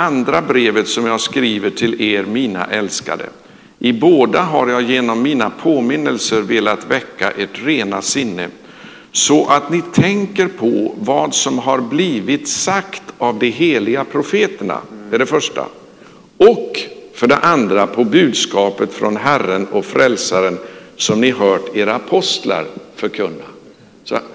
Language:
Swedish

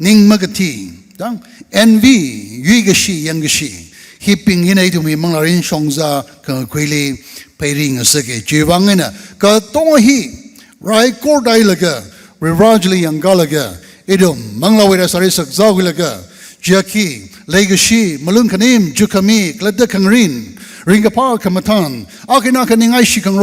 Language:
Tangkhul Naga (India)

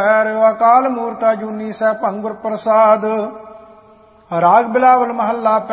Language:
Punjabi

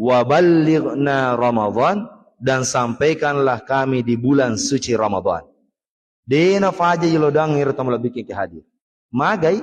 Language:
Buginese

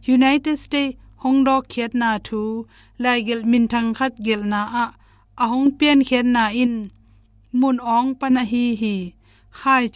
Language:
Tedim Chin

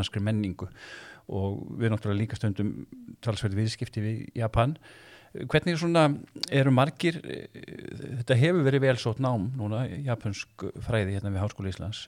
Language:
Icelandic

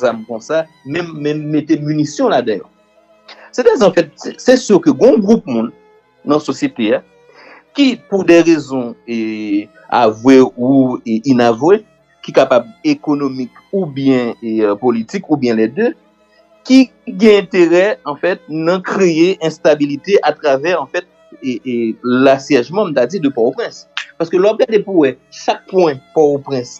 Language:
Haitian Creole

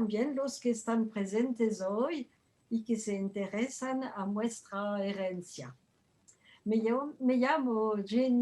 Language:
Ladino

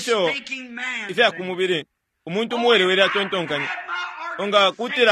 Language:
Bemba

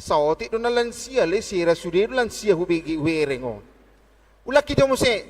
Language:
Batak Toba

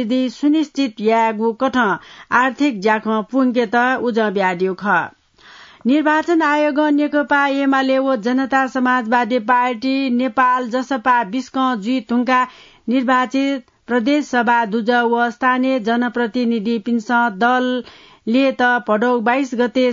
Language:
Newari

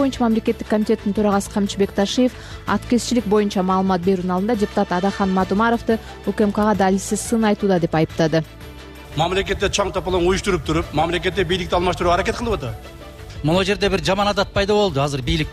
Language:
Kyrgyz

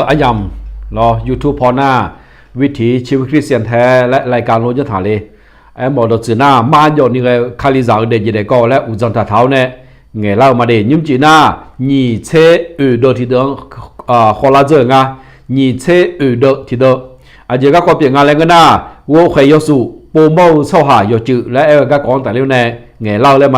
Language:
Akha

